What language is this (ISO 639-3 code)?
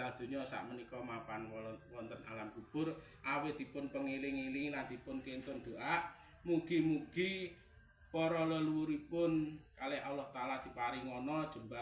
jav